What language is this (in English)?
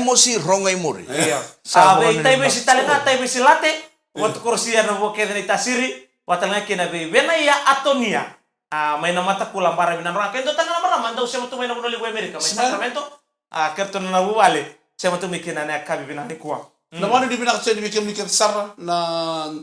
Fijian